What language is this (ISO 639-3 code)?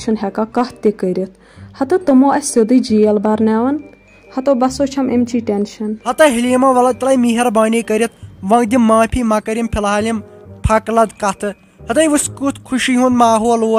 kas